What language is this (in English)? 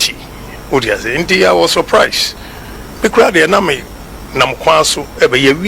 Akan